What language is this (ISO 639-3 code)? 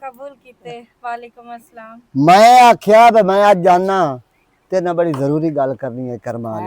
lah